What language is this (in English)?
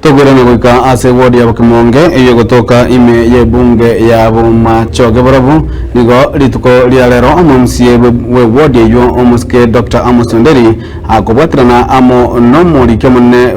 Gusii